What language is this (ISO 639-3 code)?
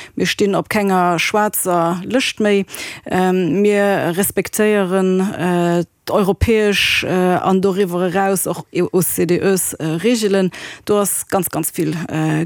ltz